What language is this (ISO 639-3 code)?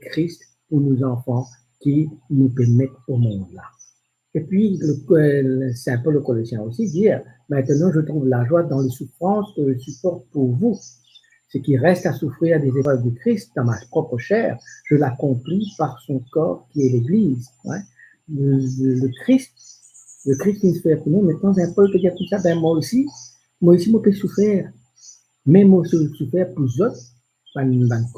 mfe